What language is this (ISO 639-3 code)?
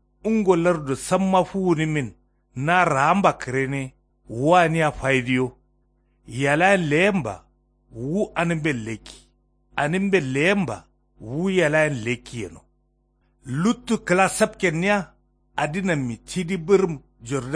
kau